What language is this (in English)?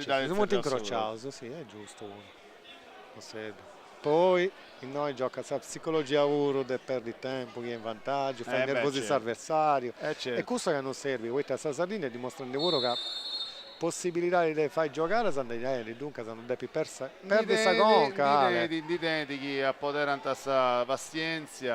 Sardinian